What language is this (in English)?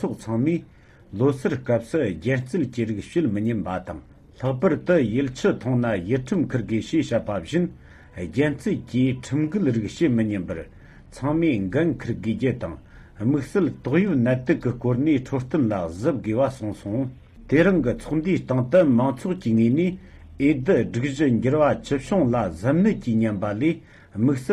Tibetan